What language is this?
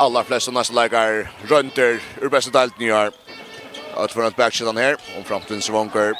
Faroese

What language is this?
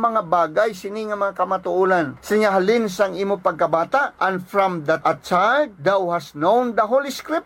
Hiligaynon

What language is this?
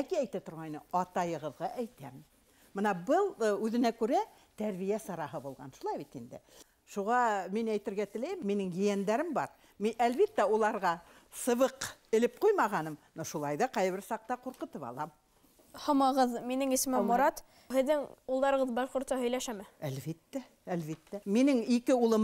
Bashkir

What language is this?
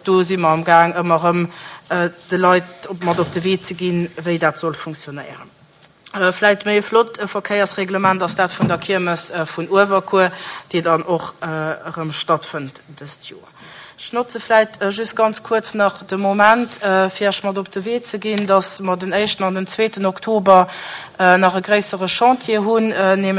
Luxembourgish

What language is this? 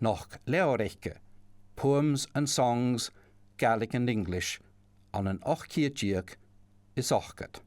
Scottish Gaelic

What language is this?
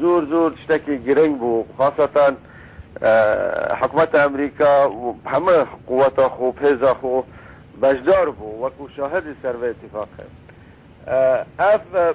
Kurdish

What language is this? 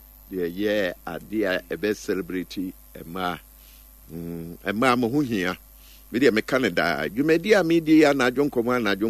Akan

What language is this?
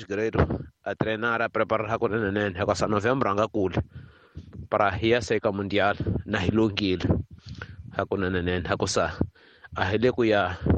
Tsonga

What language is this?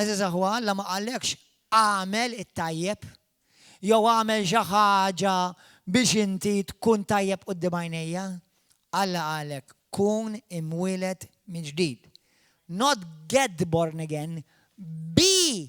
Maltese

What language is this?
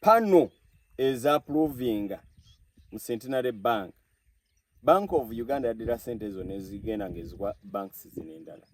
Ganda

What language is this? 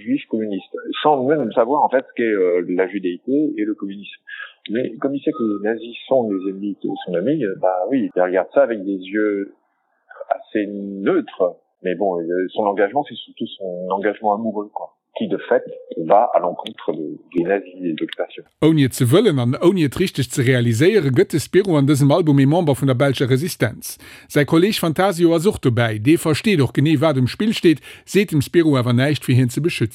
Luxembourgish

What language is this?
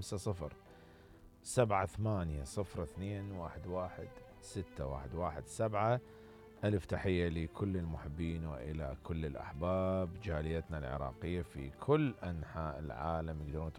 Mesopotamian Arabic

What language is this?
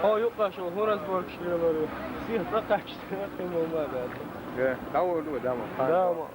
Chechen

